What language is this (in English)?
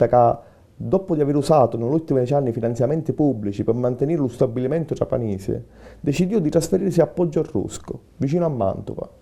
Sicilian